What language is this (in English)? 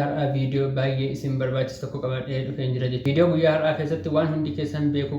Oromo